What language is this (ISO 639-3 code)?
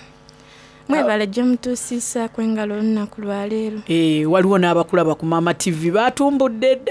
xog